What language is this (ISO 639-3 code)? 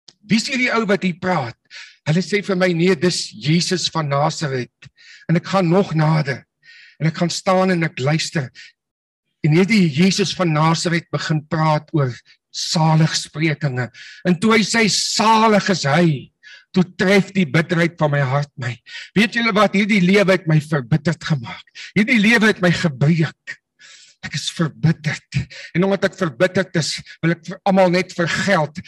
afr